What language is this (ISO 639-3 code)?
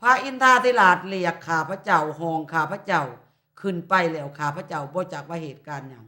lao